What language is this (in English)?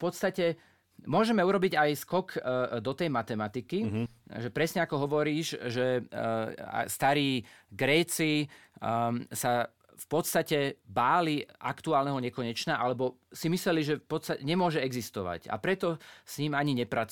Slovak